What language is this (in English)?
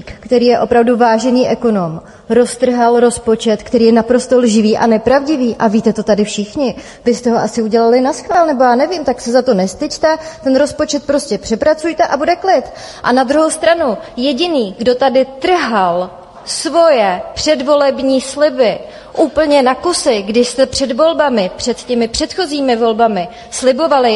Czech